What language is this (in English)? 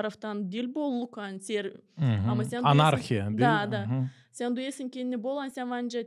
Gagauz